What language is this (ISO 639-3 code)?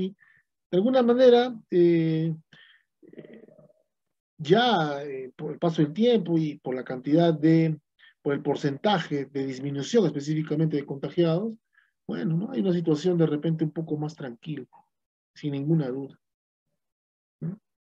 spa